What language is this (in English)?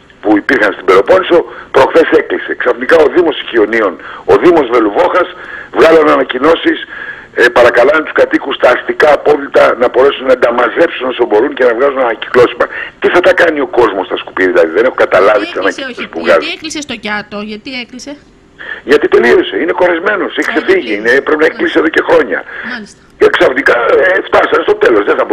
Greek